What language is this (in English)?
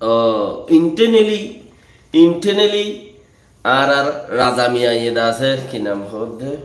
Rohingya